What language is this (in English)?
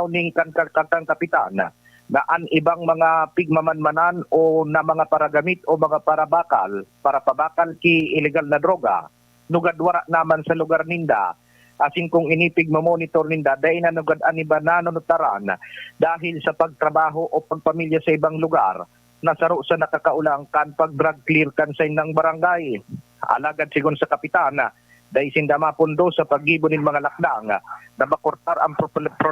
Bikol